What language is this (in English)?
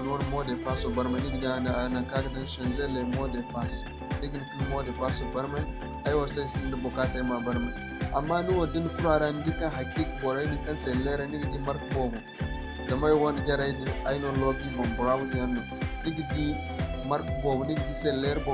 Zarma